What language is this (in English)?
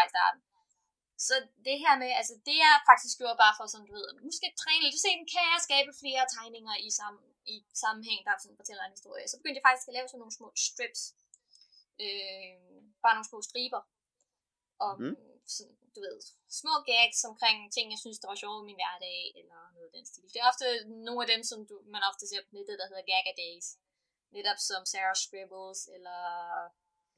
Danish